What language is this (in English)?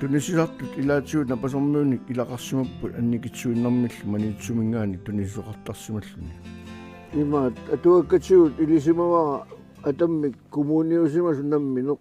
Kalaallisut